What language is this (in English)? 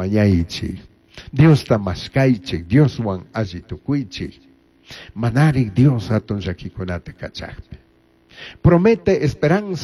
Chimborazo Highland Quichua